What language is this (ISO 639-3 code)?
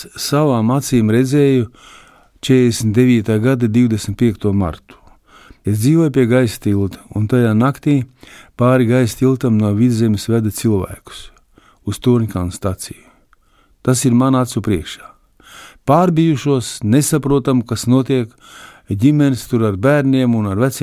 lav